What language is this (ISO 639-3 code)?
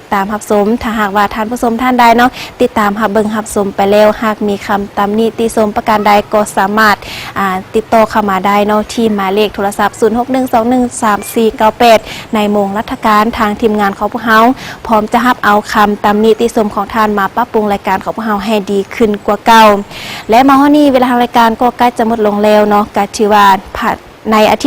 lao